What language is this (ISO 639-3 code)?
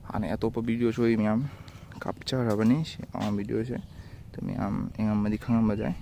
mni